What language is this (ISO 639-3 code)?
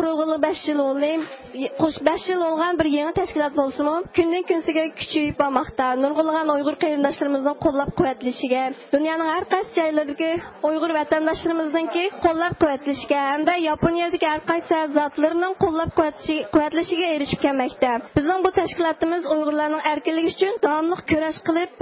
uig